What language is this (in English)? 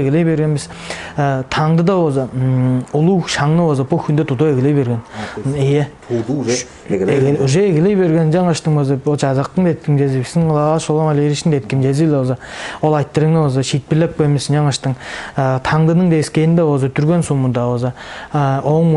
Tuvinian